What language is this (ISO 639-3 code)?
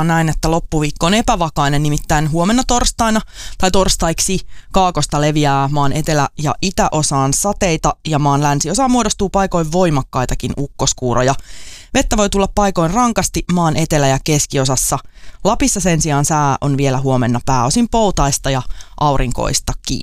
fin